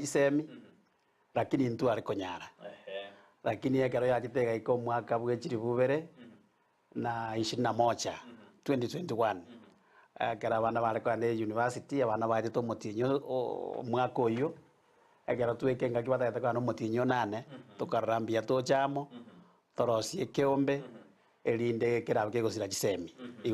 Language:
Gusii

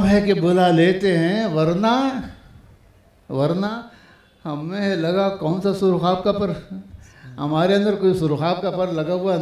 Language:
Urdu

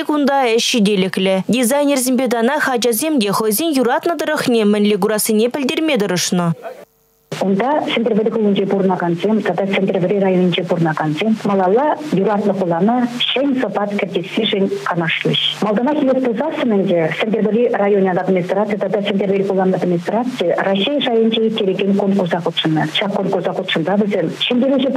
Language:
Chuvash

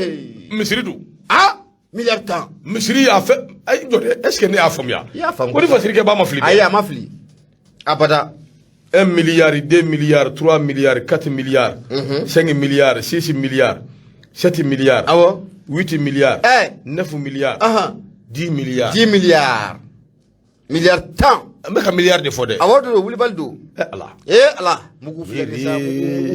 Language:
Bambara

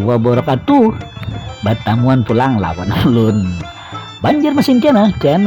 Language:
Banjar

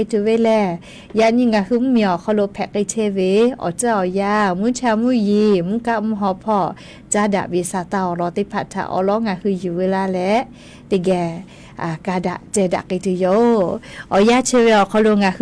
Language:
Lahu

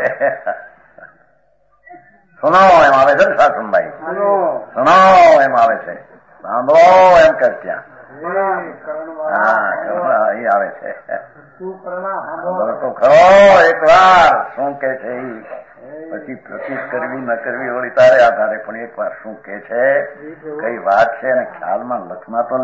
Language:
Gujarati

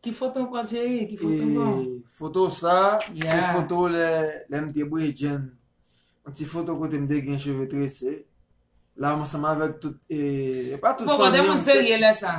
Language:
Haitian Creole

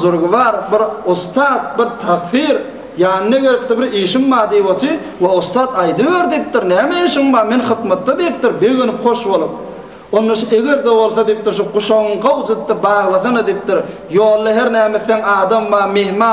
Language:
Turkmen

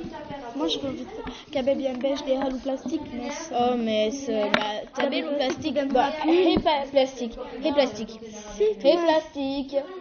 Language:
Occitan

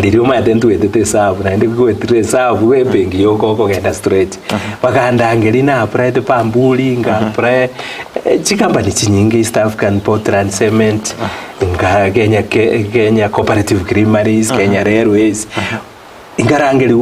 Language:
Gusii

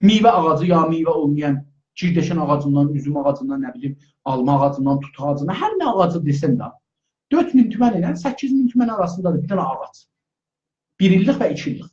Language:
South Azerbaijani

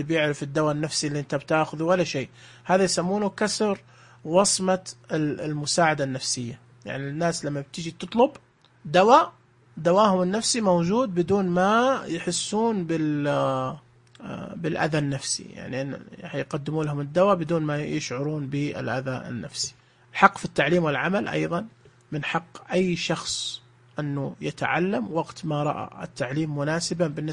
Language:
Najdi Arabic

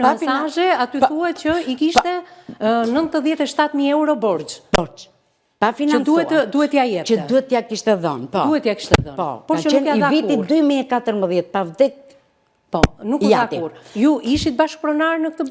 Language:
Albanian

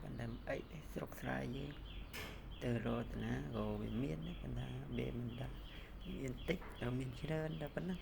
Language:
Khmer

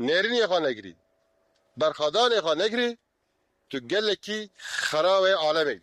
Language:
Kurdish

